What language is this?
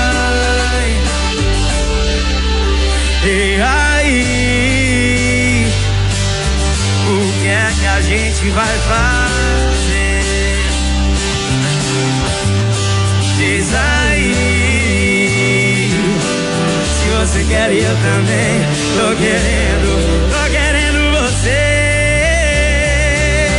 Portuguese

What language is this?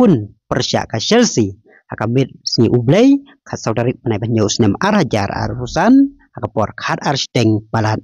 Khasi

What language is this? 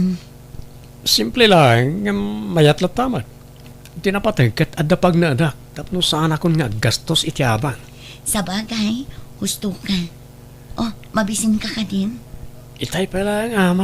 Iloko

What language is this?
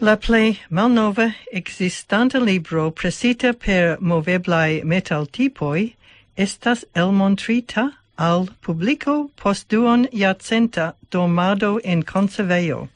Esperanto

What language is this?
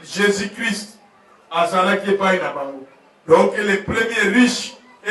Lingala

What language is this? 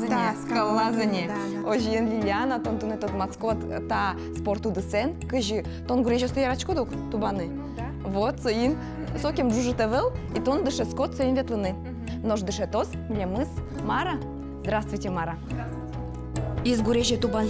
Udmurt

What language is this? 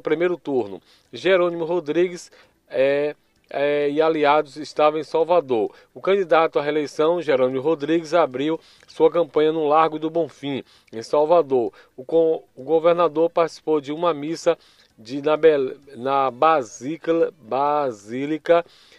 Portuguese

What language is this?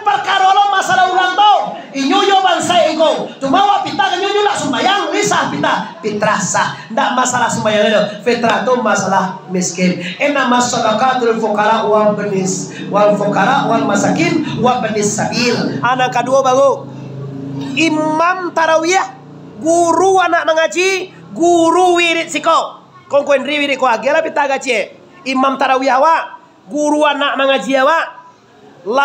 Minangkabau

